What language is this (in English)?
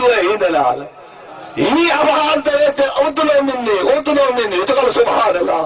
Saraiki